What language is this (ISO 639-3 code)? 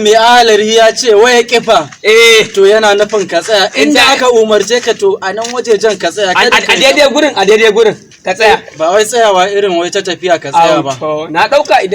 hau